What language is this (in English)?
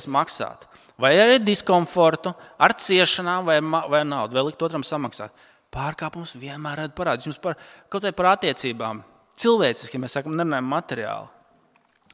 Latvian